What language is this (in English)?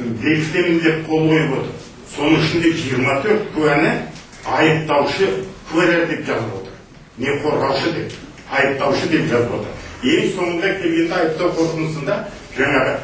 Kazakh